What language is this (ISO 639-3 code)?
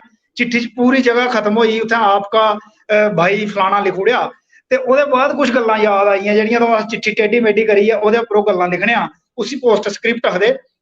doi